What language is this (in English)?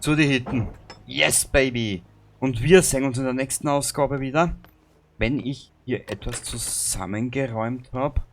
Bavarian